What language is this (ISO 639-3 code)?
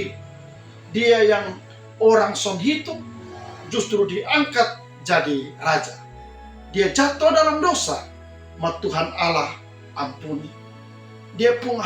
mkn